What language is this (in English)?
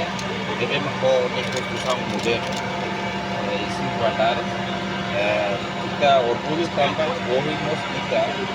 Tetum